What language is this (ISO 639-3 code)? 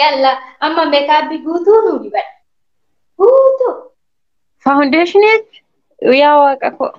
orm